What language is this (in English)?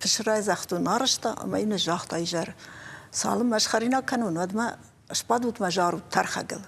Ossetic